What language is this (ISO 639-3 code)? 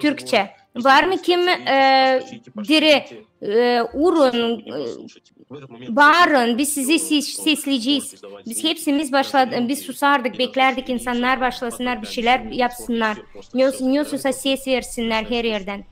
gag